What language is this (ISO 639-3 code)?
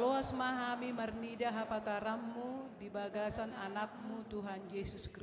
bbc